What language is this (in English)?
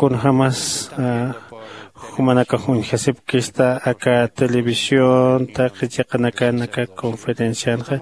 Aymara